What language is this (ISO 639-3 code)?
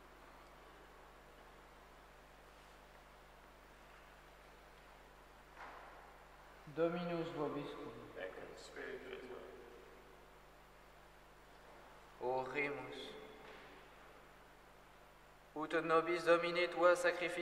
lat